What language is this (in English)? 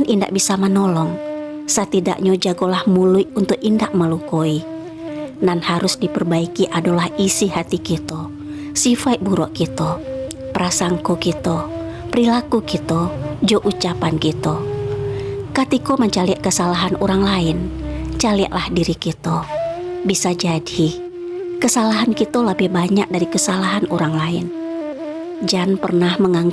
Minangkabau